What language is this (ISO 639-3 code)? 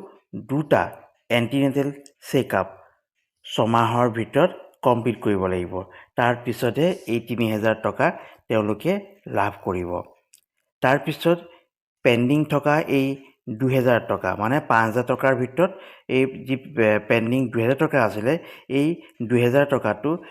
asm